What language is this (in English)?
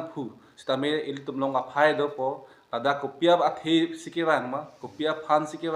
Karbi